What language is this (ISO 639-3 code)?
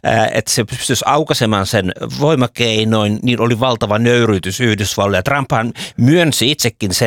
fin